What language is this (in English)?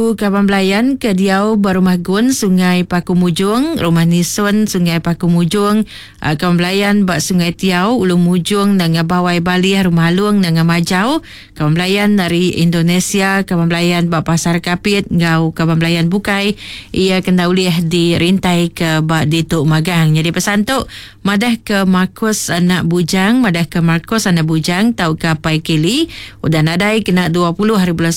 Iban